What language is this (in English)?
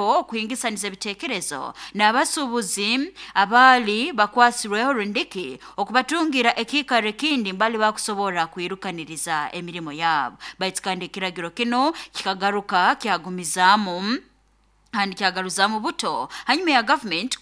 Nyoro